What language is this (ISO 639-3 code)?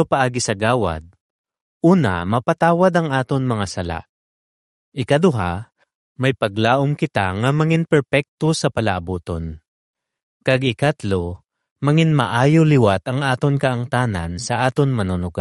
hil